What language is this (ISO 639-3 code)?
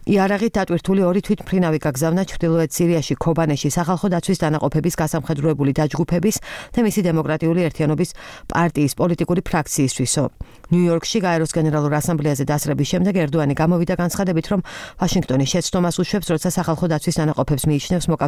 kat